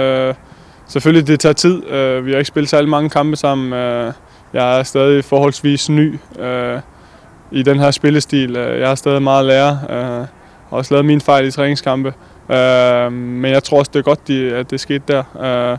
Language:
Danish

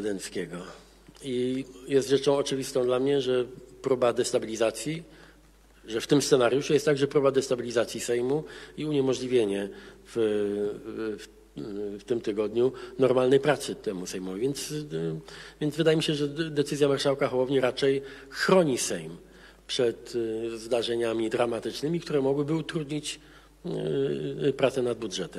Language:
Polish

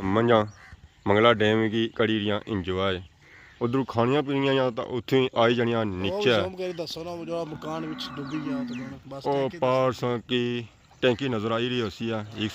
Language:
Pahari-Potwari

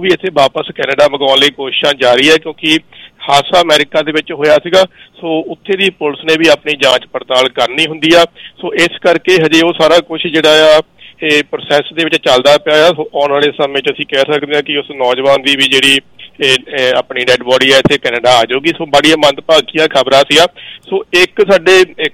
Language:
Punjabi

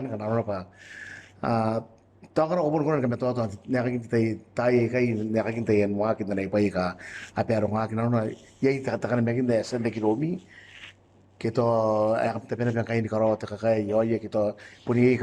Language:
Gilbertese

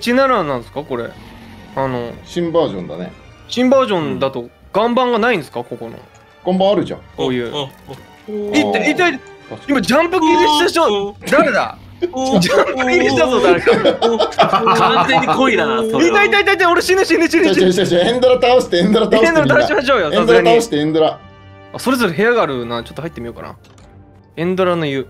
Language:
Japanese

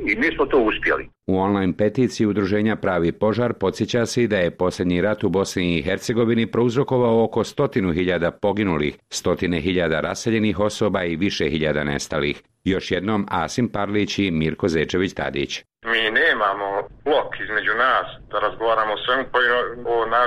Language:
Bosnian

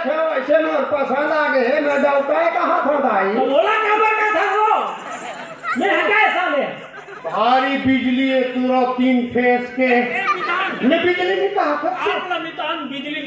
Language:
Chhattisgarhi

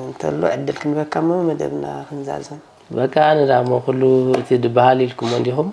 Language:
Tigrinya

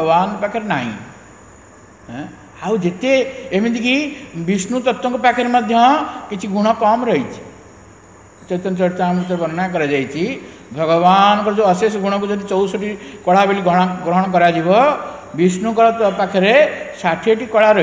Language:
Odia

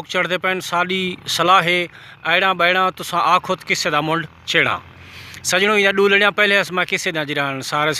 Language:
Saraiki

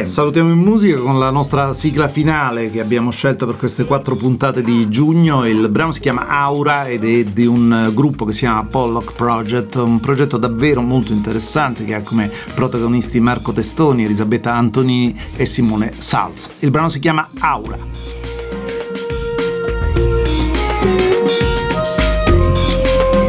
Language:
Italian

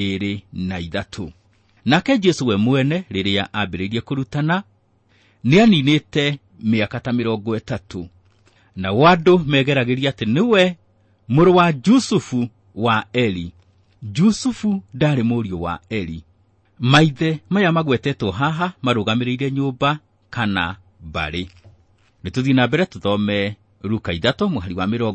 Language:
Kikuyu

